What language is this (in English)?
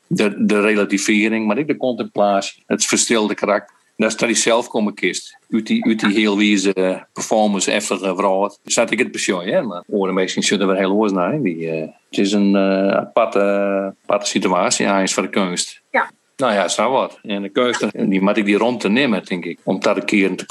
Western Frisian